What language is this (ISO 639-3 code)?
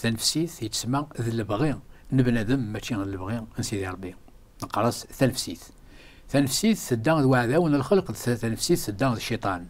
kab